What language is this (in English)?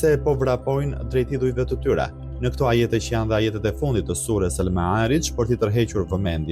Albanian